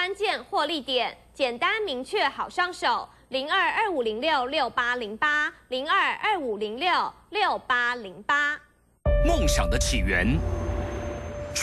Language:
Chinese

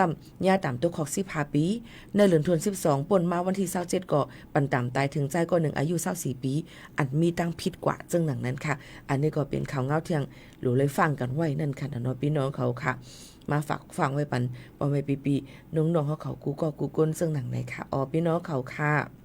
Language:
Shan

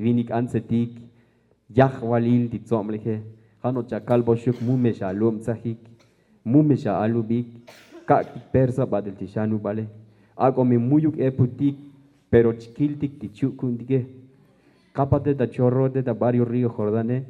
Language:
Tzotzil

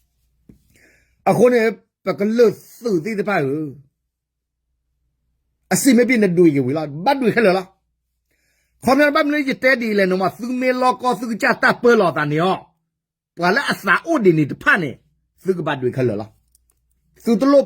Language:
S'gaw Karen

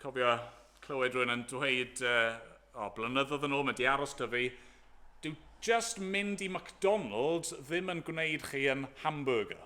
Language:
Welsh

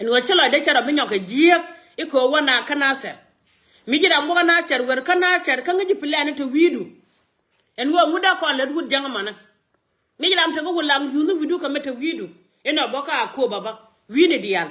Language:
Nuer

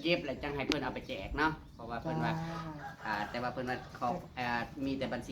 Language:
Northeastern Thai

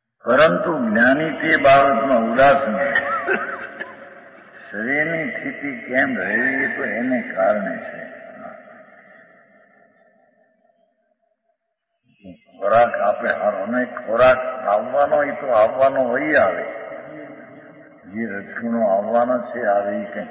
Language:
Gujarati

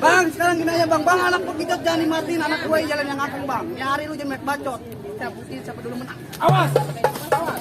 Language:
Betawi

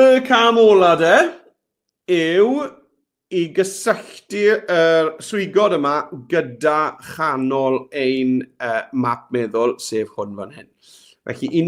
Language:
Welsh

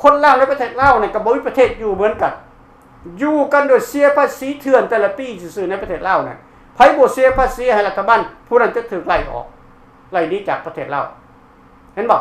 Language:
Lao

